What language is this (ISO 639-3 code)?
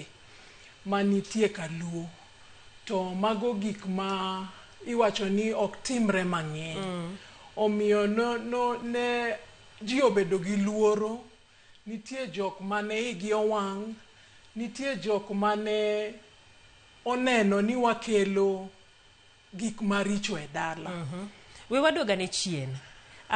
luo